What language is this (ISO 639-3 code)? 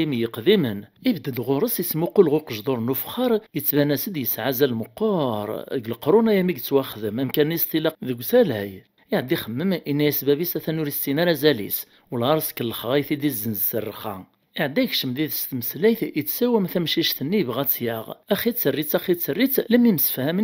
kab